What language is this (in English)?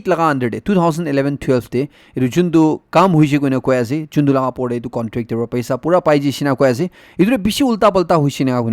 Naga Pidgin